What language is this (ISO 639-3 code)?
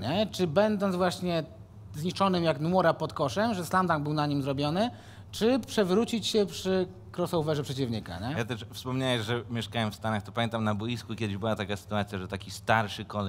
pol